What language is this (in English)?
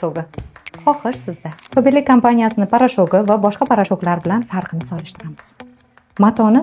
Uzbek